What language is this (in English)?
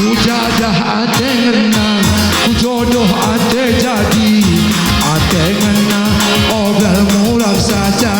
Batak Karo